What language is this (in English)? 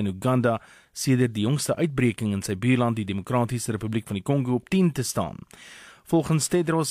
Afrikaans